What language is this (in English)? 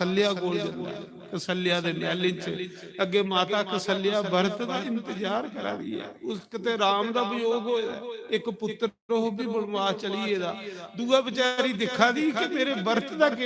Dogri